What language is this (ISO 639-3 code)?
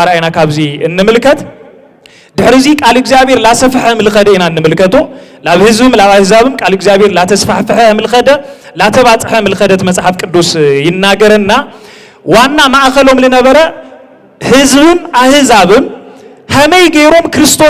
tir